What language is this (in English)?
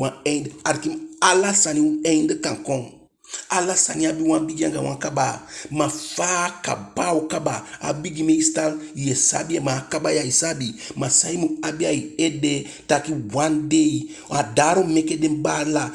Eastern Maroon Creole